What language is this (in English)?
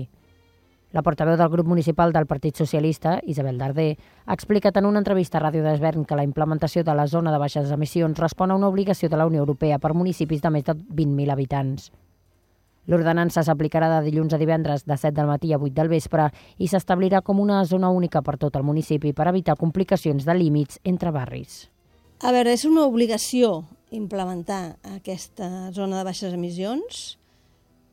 Catalan